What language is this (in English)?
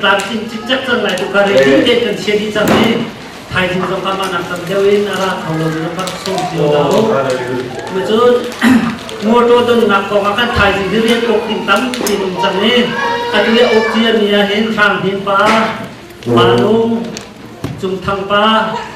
Hakha Chin